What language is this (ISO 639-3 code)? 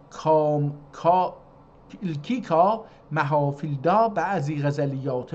azb